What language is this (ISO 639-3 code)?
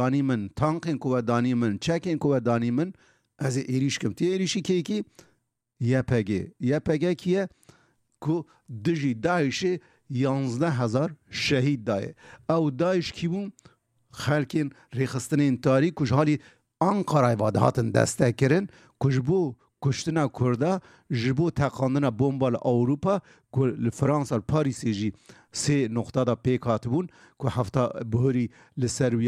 kur